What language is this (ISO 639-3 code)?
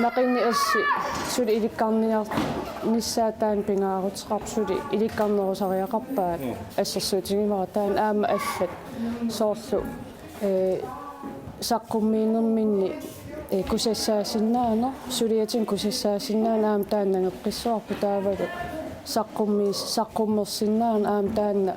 kal